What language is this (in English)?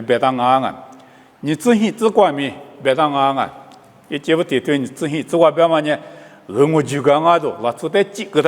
Lisu